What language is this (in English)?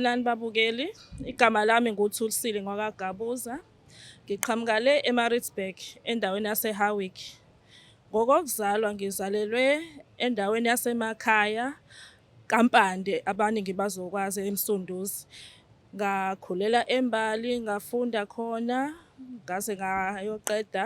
Zulu